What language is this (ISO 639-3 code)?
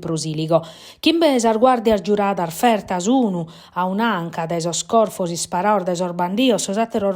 srd